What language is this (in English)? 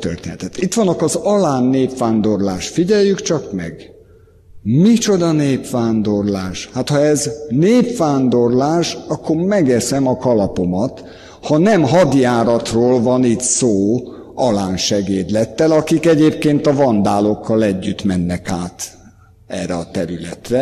Hungarian